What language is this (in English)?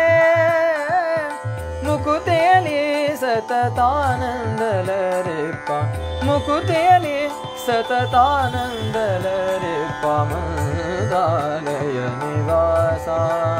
Kannada